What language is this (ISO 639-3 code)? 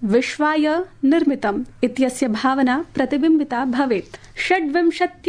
san